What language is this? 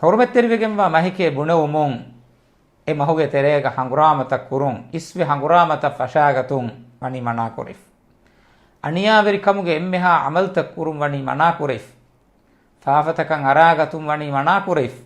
Divehi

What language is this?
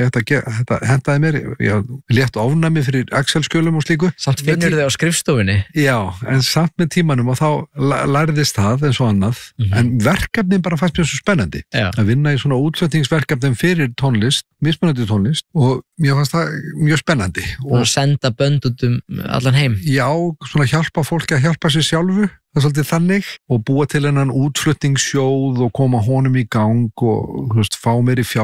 Icelandic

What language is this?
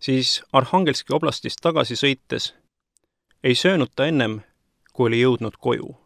Estonian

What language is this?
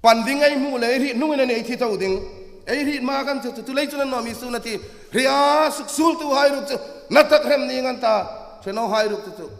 Hmar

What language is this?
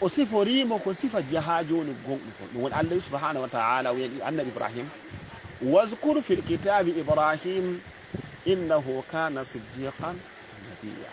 Fula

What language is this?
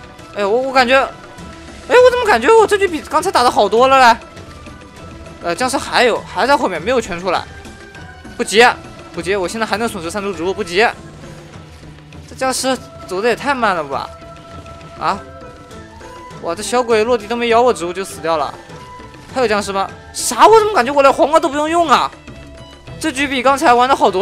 Chinese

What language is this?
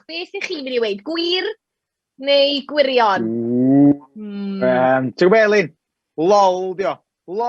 Welsh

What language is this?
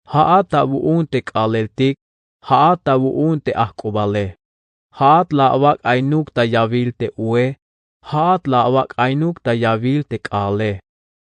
Tzeltal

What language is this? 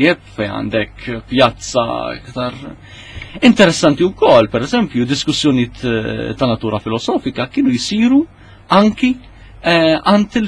Maltese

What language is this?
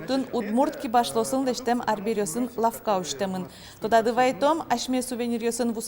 Udmurt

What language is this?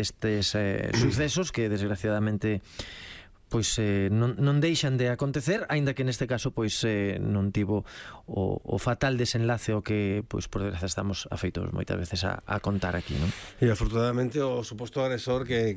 Galician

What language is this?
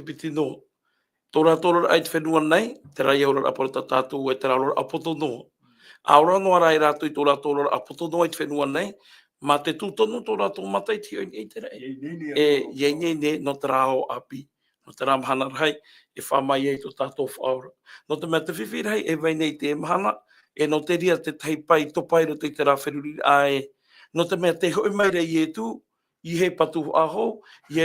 Tahitian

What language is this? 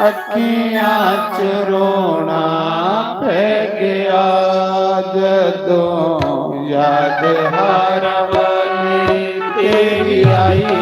Dogri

